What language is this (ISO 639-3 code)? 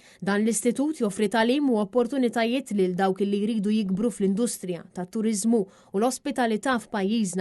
mlt